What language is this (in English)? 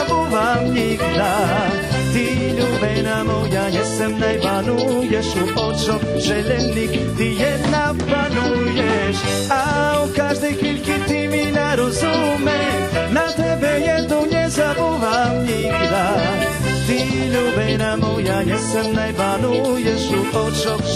Rusyn